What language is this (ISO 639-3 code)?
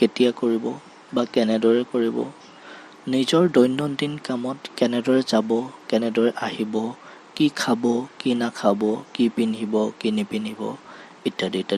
asm